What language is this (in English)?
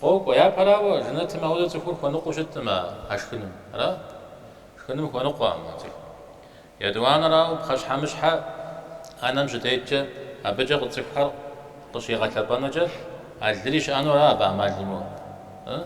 Kabardian